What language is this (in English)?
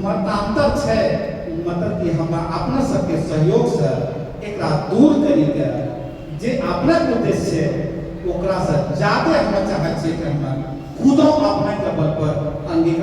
Angika